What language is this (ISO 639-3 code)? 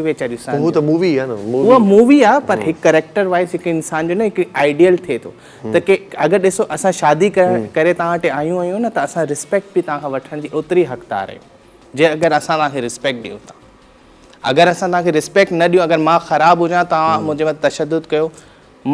snd